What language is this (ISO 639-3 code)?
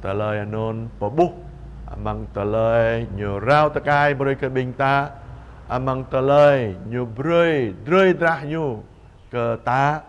jra